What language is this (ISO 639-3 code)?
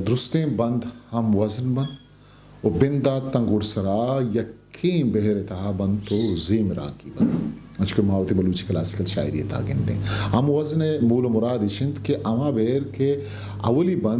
bgp